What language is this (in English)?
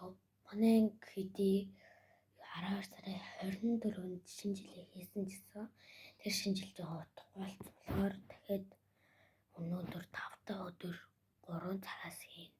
Mongolian